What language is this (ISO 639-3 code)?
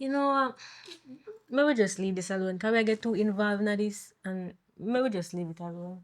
jam